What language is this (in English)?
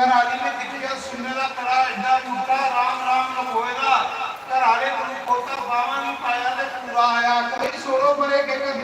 Dogri